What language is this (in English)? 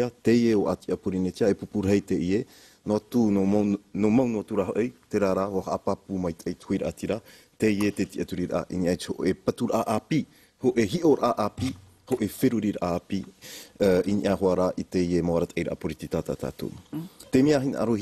Tahitian